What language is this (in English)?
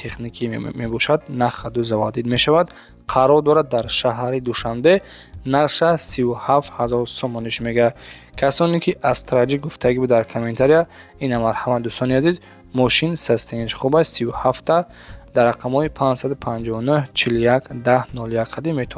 Tajik